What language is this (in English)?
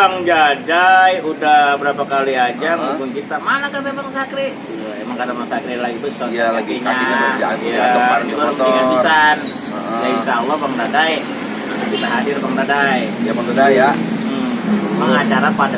Betawi